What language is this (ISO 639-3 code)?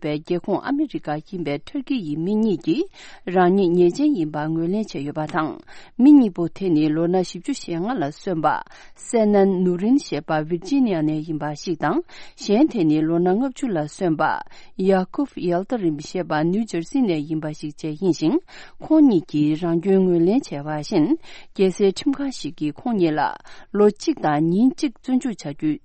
bod